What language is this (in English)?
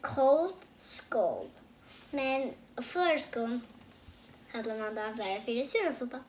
Faroese